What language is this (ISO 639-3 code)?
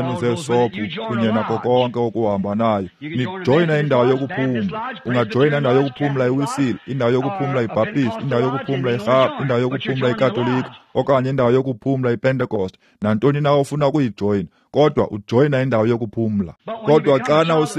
xho